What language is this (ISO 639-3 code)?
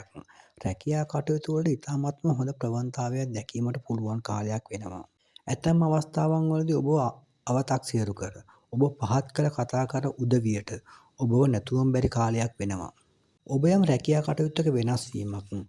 sin